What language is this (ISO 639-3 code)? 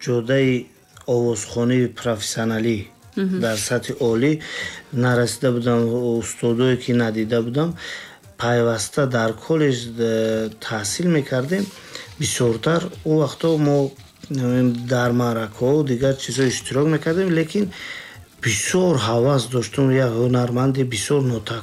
tgk